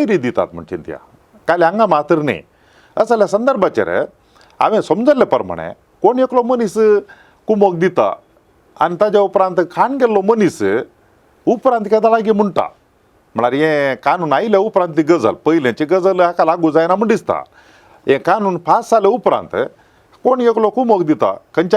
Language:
Konkani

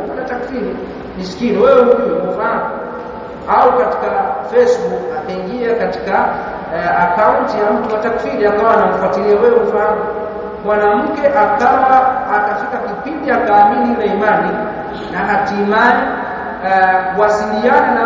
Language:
Swahili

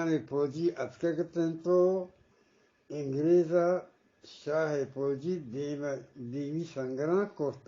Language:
Eastern Balochi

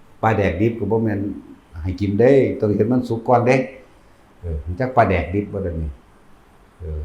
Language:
Northeastern Thai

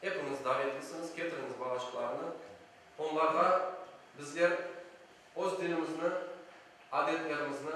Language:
Crimean Tatar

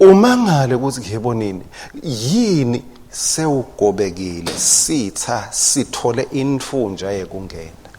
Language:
Swati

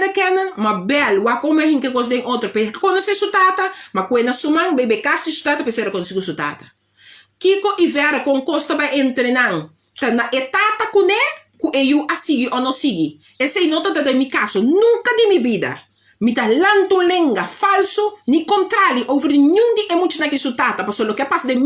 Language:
Papiamento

